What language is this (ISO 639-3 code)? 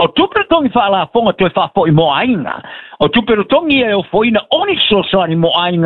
smo